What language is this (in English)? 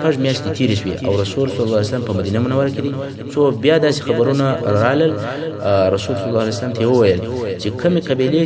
Pashto